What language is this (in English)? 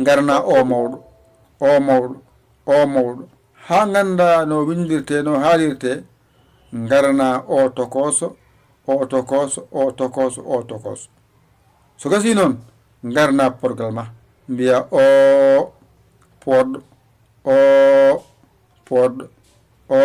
Fula